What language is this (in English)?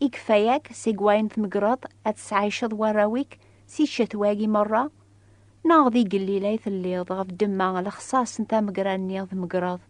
Kabyle